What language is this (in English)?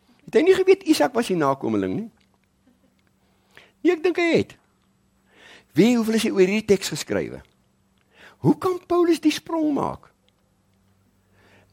Afrikaans